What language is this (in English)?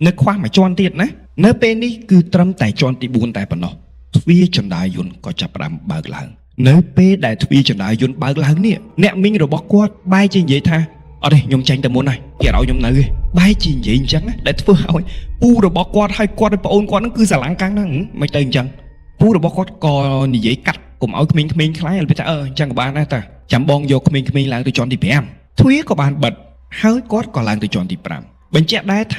Khmer